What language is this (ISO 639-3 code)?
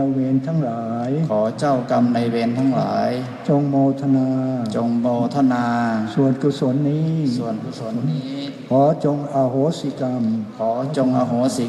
pli